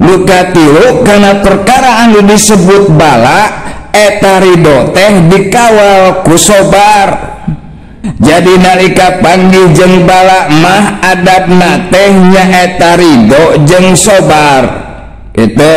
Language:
Sundanese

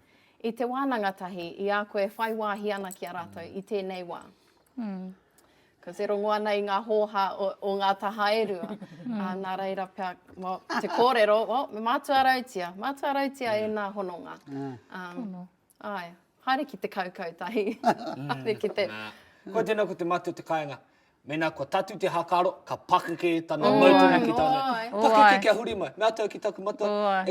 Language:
Māori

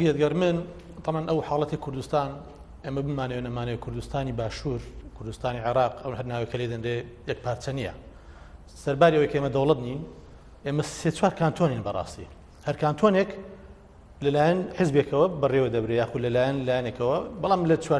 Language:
Central Kurdish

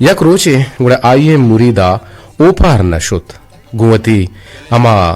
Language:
Eastern Balochi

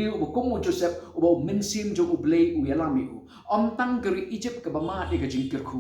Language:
Khasi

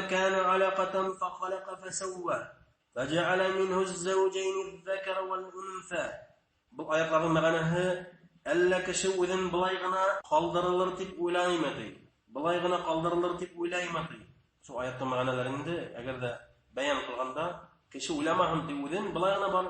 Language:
Bashkir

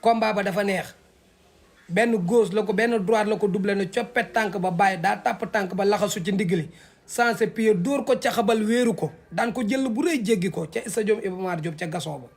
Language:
Wolof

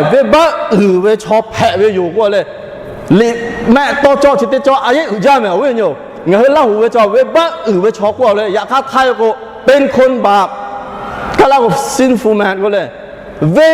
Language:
Lahu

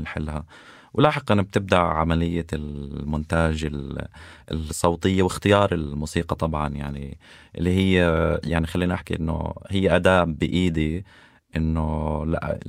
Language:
North Levantine Arabic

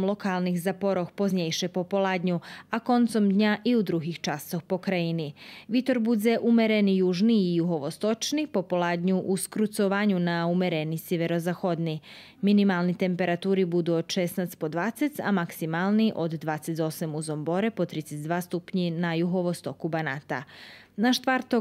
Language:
Rusyn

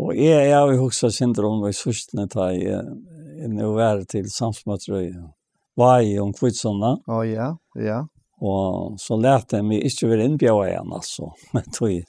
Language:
Faroese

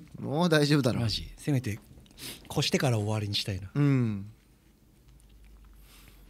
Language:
Japanese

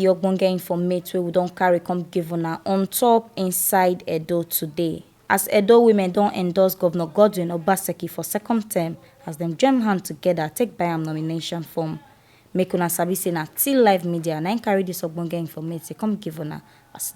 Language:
Nigerian Pidgin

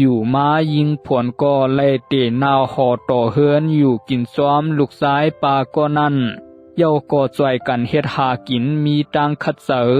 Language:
Shan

